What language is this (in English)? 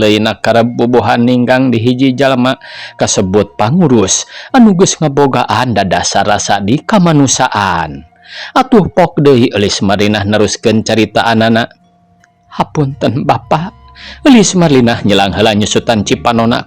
Sundanese